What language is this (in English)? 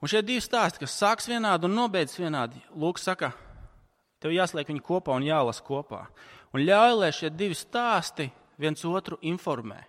Latvian